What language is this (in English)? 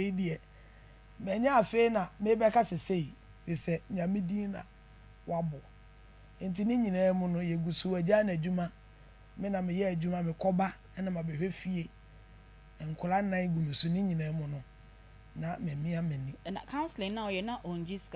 Akan